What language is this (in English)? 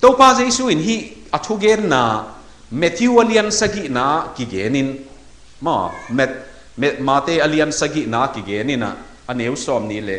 Tedim Chin